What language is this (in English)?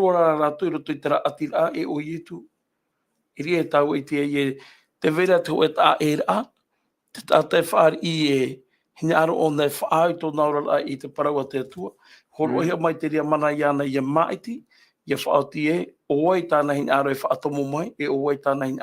Tahitian